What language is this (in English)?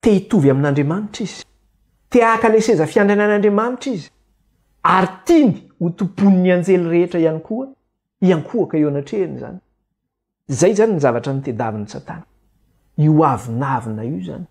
Malagasy